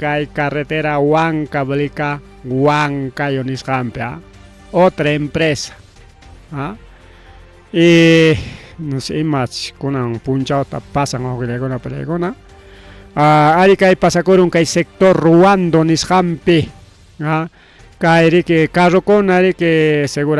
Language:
Ayacucho Quechua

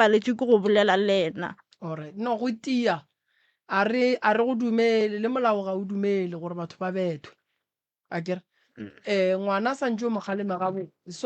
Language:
Northern Sotho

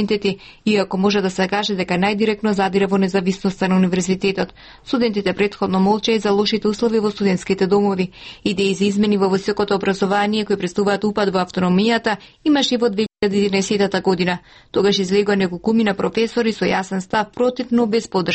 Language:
Macedonian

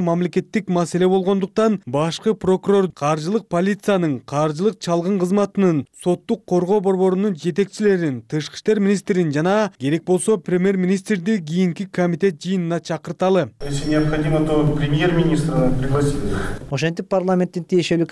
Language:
Kyrgyz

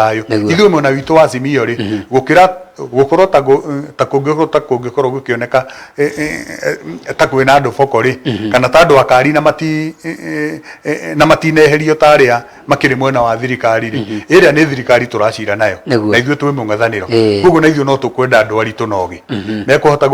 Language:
Kikuyu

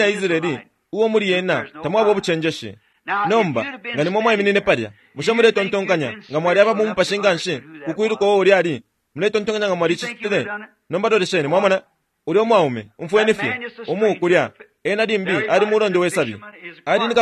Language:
Bemba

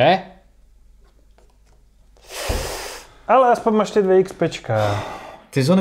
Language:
Czech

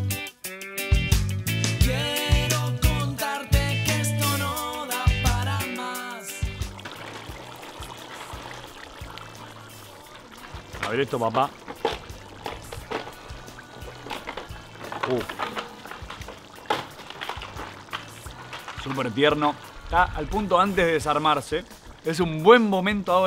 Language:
Spanish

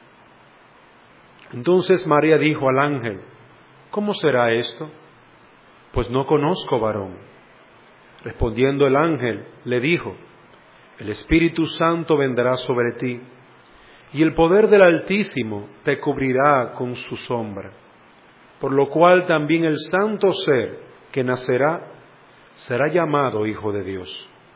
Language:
Spanish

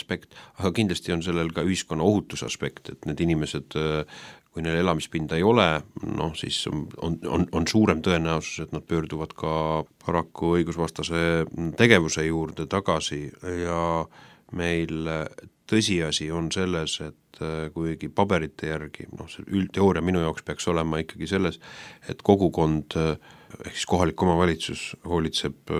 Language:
Estonian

